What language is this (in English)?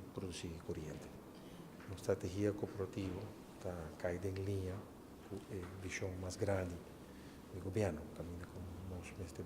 Papiamento